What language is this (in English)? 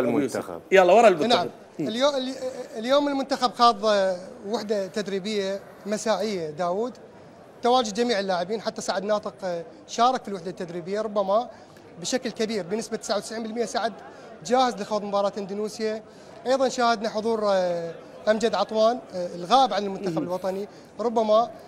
Mesopotamian Arabic